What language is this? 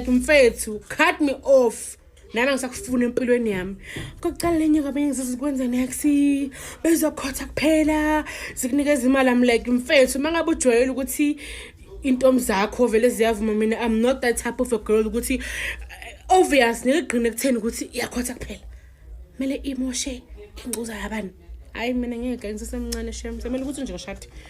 Zulu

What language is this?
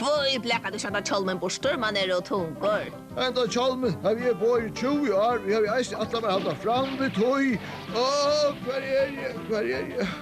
Faroese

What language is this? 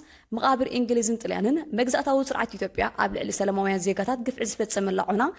Tigrinya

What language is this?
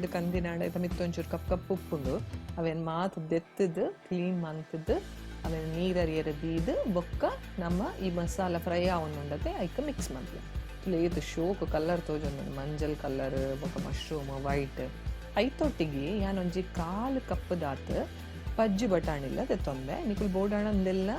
Tulu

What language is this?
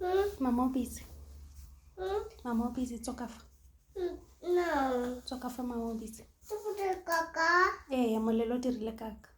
Tswana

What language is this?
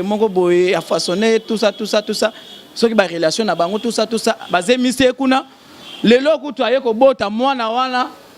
Lingala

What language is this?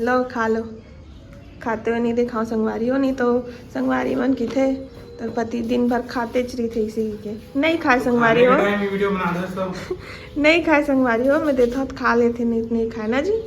Chhattisgarhi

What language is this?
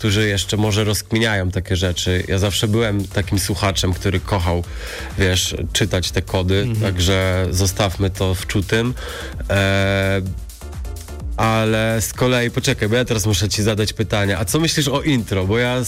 Polish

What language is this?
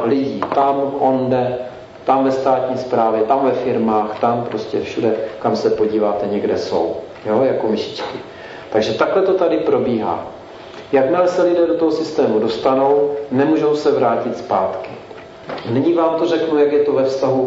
Czech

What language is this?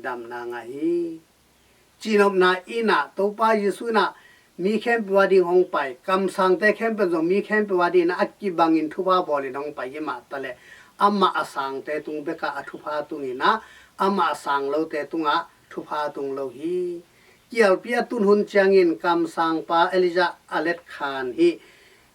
Tedim Chin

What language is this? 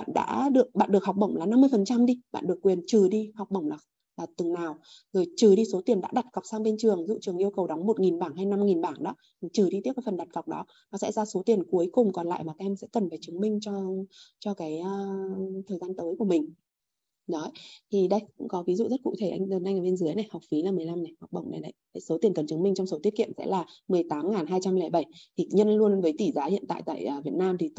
Vietnamese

